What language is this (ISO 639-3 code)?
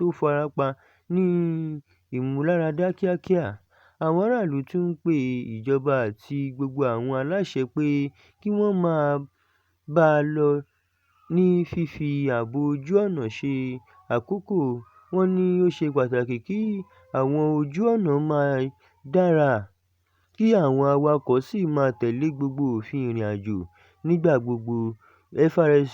yor